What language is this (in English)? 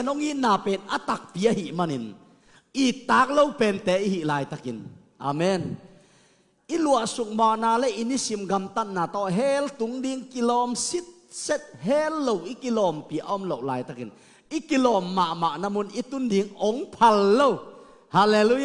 Tedim Chin